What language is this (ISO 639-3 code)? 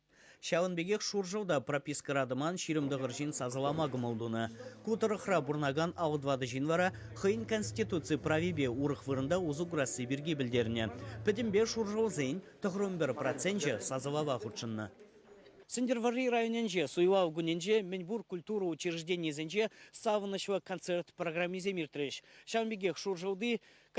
chv